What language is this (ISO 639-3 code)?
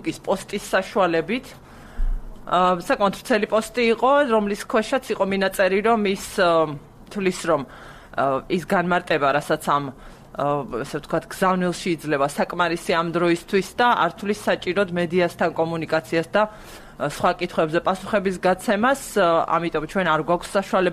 kat